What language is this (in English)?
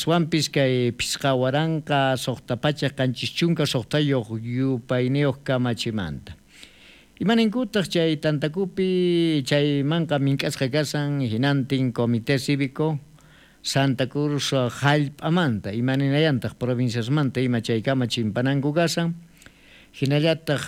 South Bolivian Quechua